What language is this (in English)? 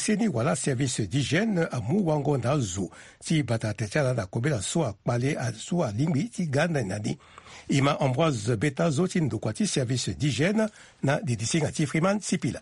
Sango